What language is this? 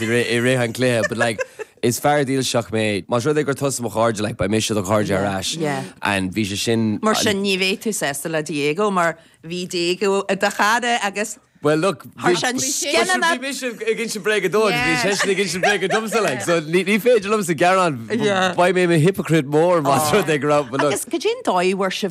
Irish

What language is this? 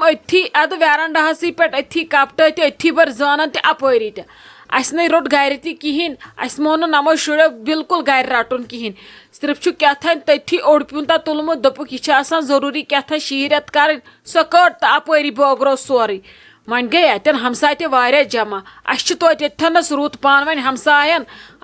Kashmiri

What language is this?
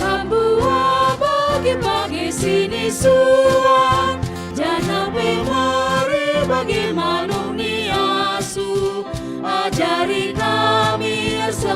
Batak Karo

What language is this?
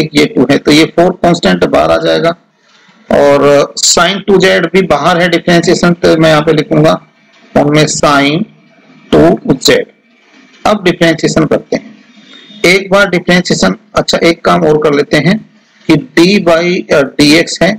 Hindi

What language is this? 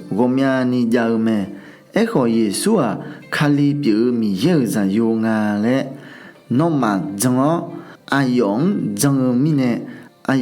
Akha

